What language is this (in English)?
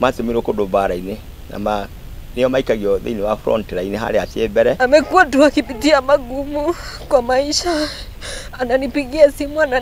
Kikuyu